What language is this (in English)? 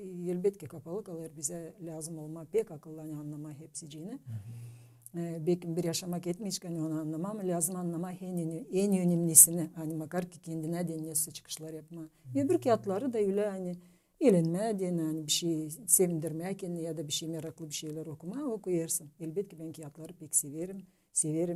Gagauz